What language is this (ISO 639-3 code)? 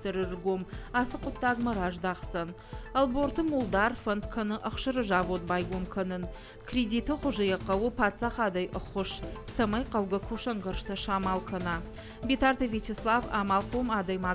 oss